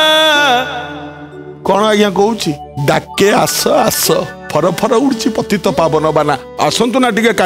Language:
Odia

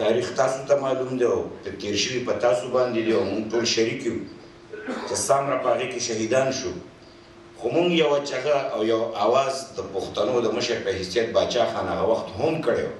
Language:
Pashto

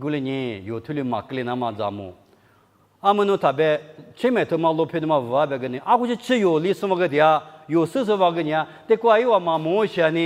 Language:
Lisu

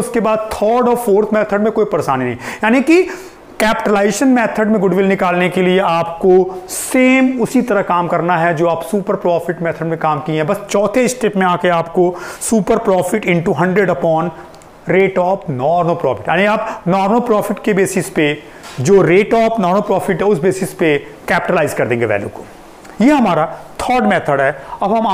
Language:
Hindi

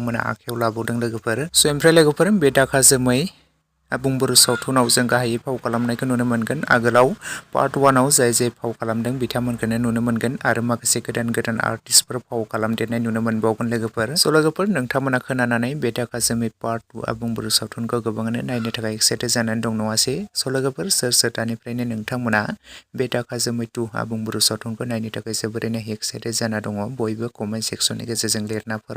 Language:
Bodo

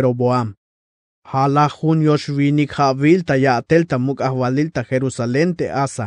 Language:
Tzeltal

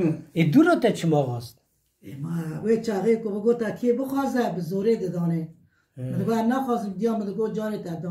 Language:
Kurdish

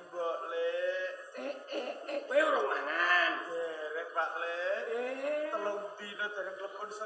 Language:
Javanese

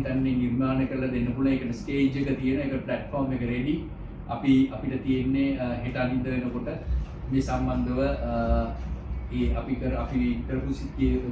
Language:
Sinhala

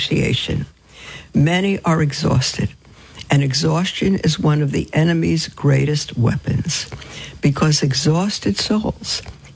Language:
English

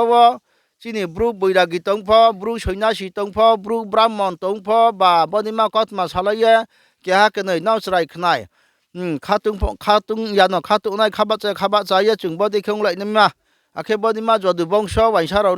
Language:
Riang (India)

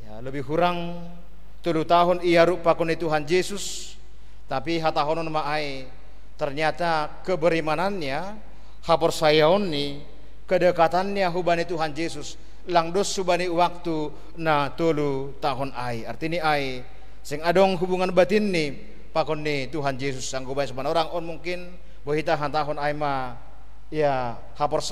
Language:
Batak Simalungun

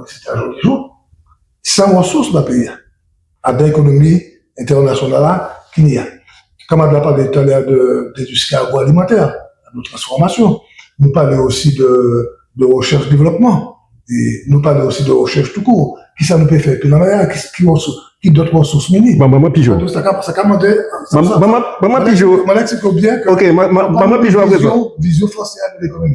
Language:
Guadeloupean Creole French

